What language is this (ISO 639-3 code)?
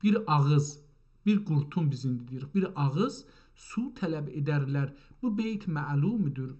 azb